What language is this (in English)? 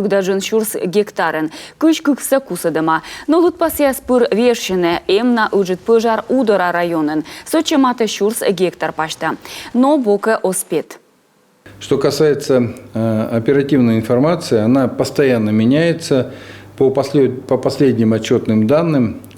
Komi